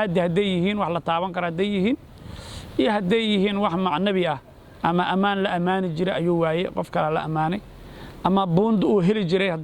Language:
Somali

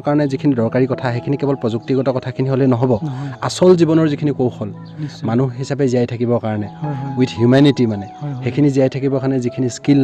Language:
Assamese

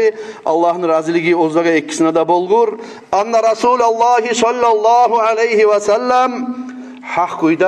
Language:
Kumyk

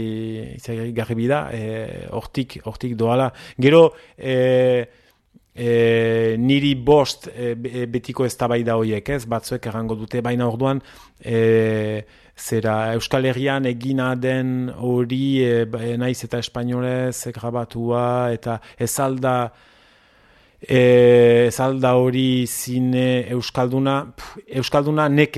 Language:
Basque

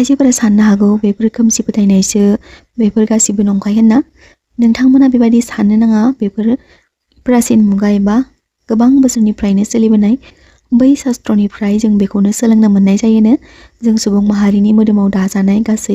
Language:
Bodo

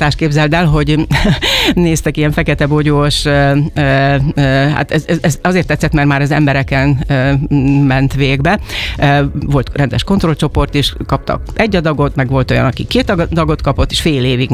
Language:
Hungarian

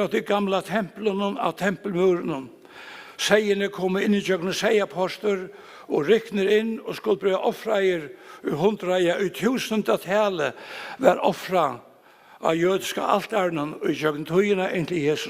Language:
Faroese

